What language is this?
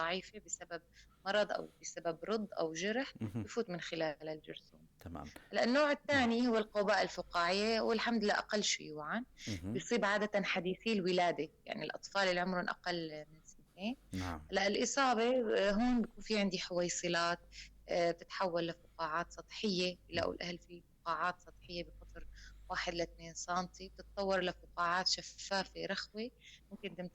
North Levantine Arabic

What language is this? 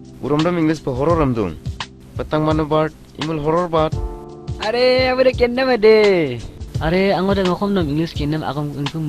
Adi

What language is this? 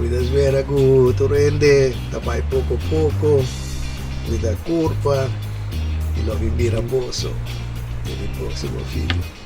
Papiamento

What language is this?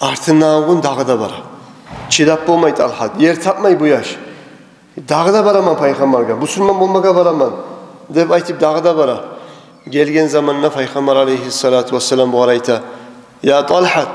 Kumyk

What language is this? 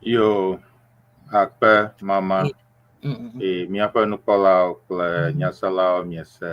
Ewe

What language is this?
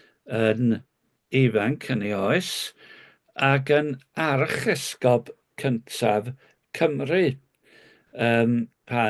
Welsh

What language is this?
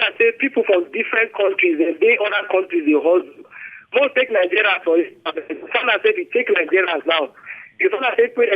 Nigerian Pidgin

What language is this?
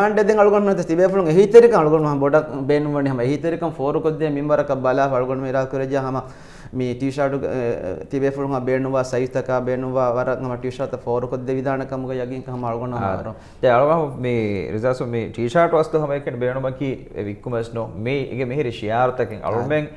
Divehi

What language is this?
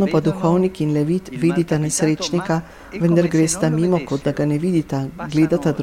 Slovenian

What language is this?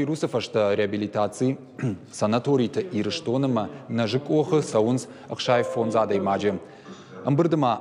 Ossetic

